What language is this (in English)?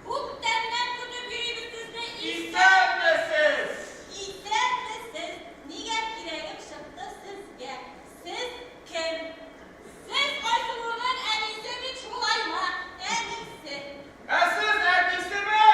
Tatar